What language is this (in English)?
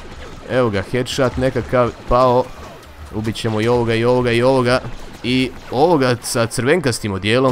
Croatian